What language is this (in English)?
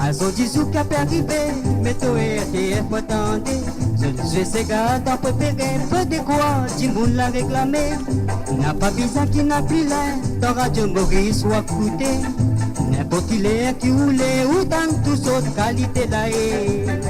Morisyen